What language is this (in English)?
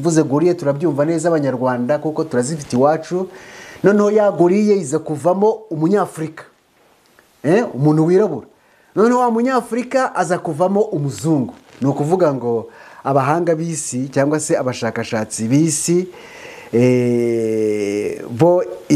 Kinyarwanda